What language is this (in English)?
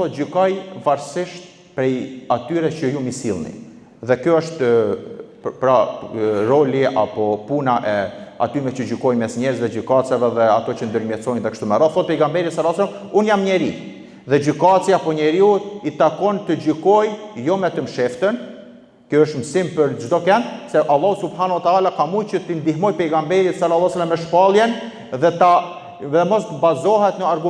Albanian